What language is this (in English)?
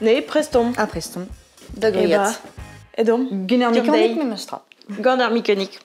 Breton